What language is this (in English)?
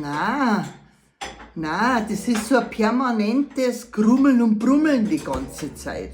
Bavarian